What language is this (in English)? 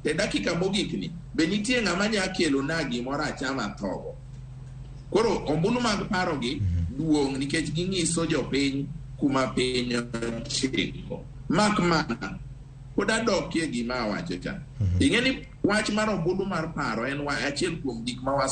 Luo (Kenya and Tanzania)